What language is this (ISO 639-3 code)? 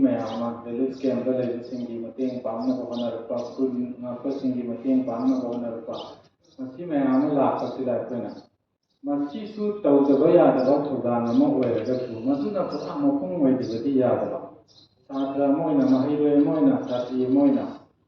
mni